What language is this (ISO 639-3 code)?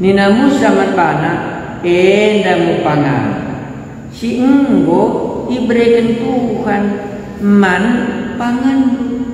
btx